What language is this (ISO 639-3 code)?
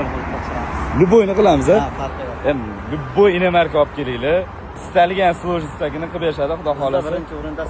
uzb